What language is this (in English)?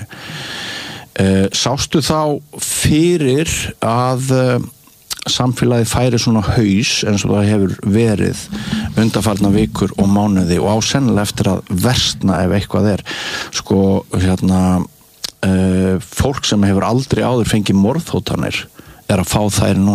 Icelandic